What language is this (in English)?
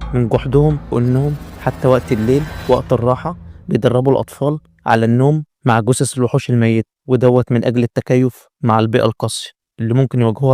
Egyptian Arabic